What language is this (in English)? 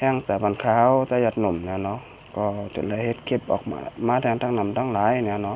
Shan